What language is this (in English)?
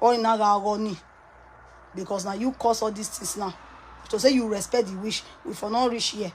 Nigerian Pidgin